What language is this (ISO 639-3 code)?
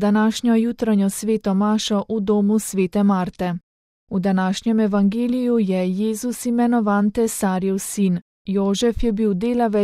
slv